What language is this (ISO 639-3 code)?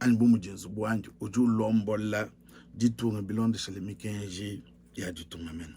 lua